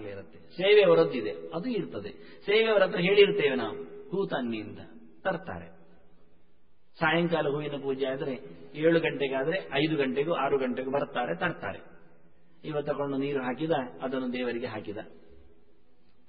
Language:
Kannada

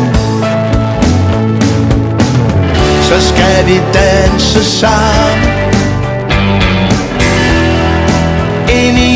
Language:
Danish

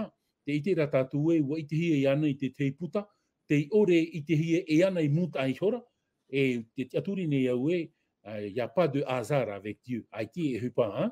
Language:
Tahitian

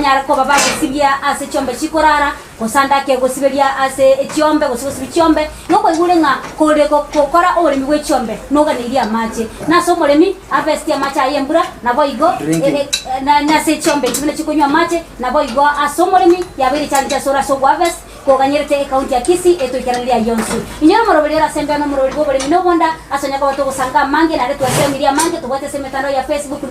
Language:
Gusii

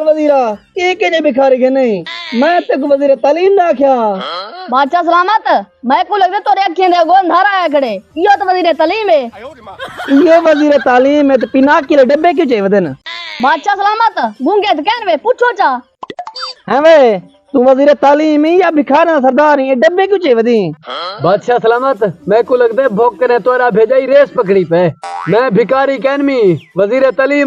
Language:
Saraiki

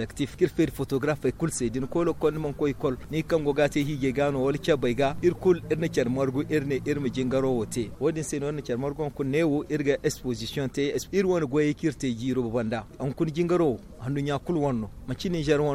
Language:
Zarma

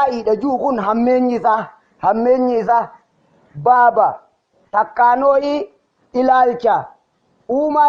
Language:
Oromo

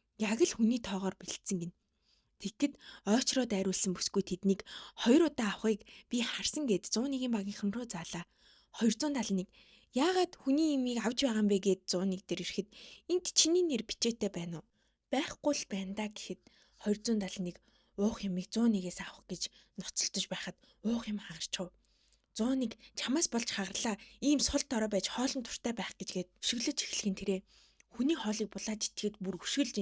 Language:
Mongolian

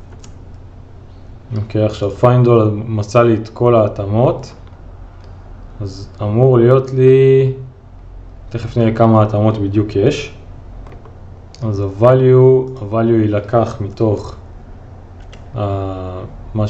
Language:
Hebrew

